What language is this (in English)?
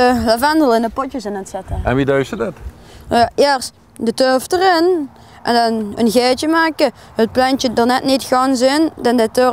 Limburgish